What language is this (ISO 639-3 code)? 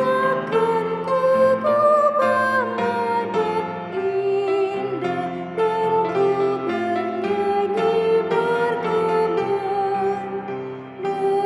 bbc